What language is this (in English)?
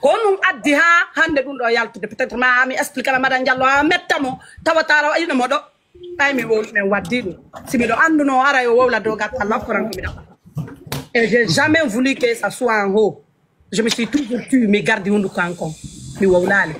Pular